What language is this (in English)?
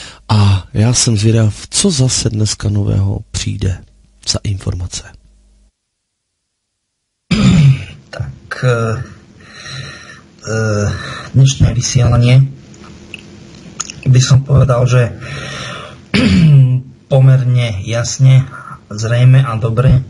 Slovak